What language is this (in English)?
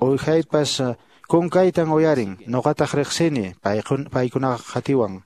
Quechua